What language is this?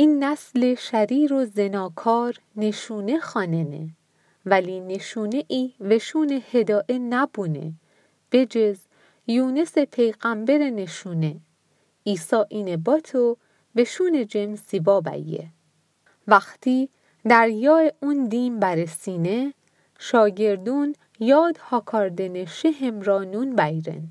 Mazanderani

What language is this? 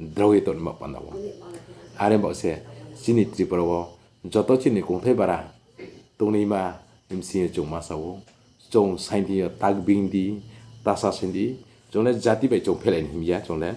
Riang (India)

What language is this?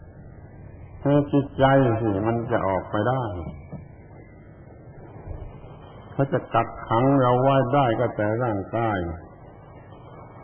Thai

